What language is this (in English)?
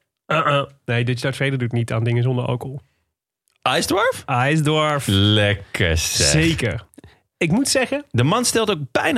Dutch